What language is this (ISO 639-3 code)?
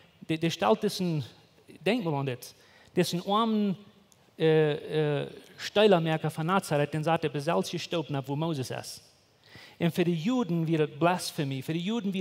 pdt